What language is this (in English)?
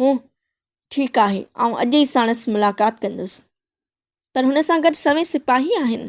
Sindhi